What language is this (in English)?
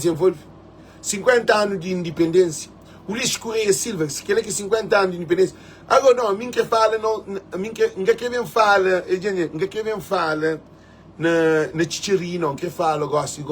Kabuverdianu